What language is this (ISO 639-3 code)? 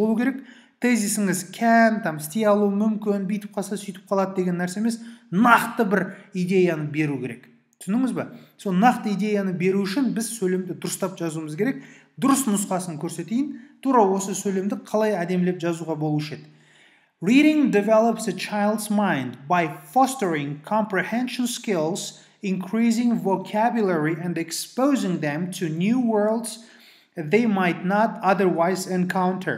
kaz